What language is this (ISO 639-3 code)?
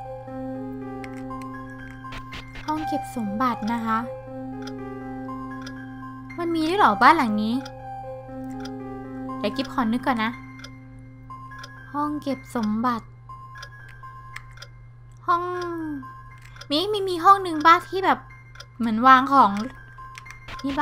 tha